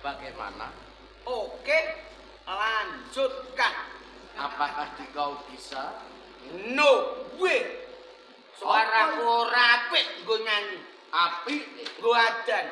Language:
Javanese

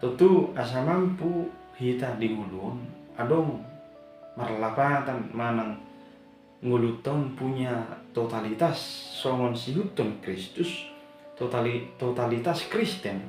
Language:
Batak Toba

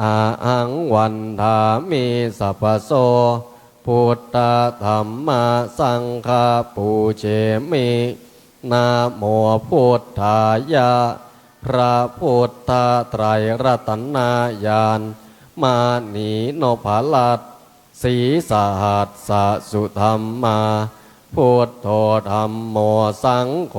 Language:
Pali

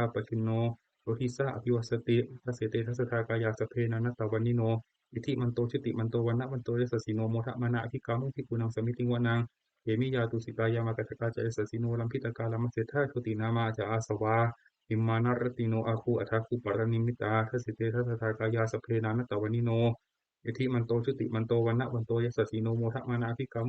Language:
Pali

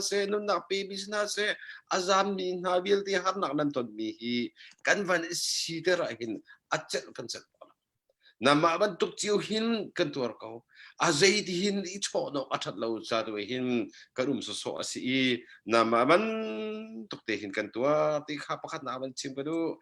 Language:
Hakha Chin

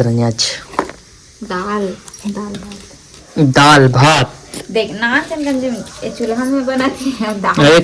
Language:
Chhattisgarhi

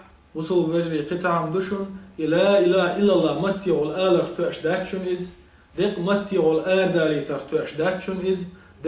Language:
Chechen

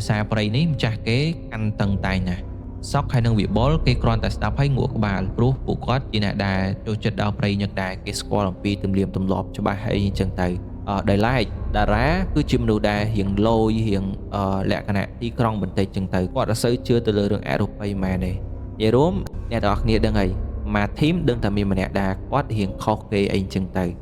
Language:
Khmer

